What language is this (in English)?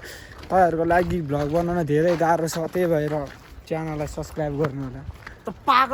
Nepali